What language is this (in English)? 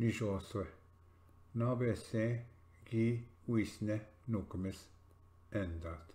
Ojibwa